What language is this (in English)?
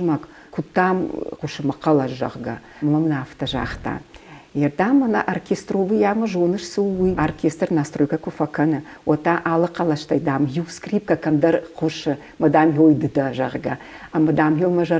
Ossetic